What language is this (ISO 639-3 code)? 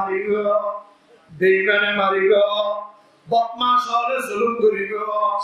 rhg